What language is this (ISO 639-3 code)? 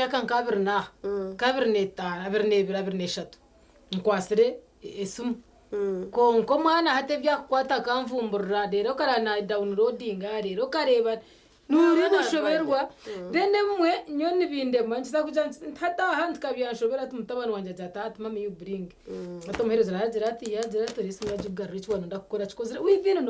nyn